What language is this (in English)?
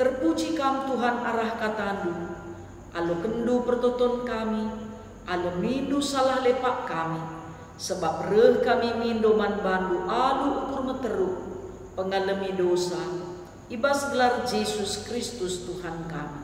Batak Karo